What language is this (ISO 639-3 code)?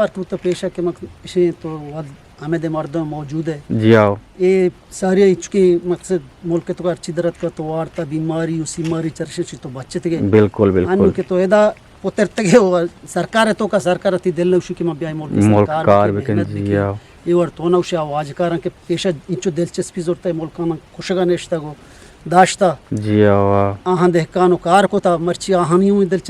bgp